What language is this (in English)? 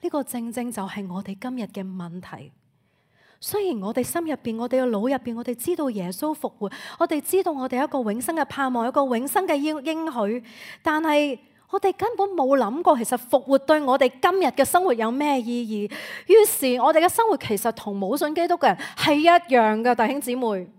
Cantonese